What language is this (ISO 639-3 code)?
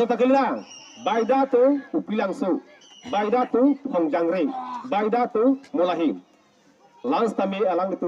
mjw